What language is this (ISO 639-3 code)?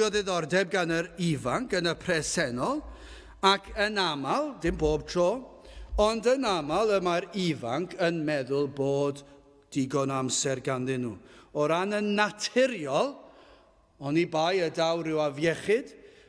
cym